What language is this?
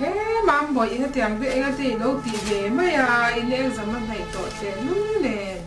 Mizo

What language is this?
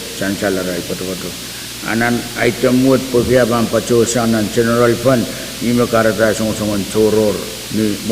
Pohnpeian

